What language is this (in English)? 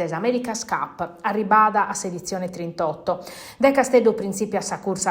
Sardinian